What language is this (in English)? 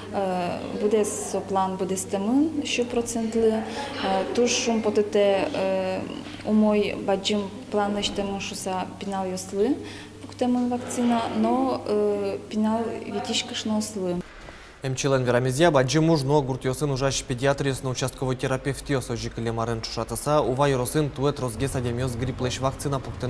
Udmurt